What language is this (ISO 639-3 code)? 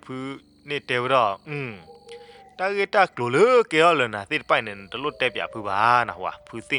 ksw